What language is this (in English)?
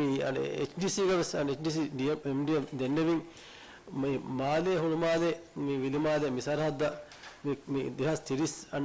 Divehi